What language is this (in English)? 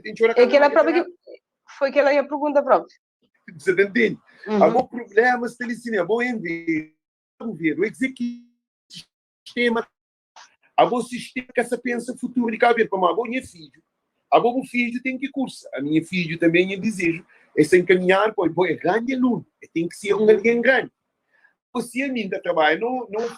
Kabuverdianu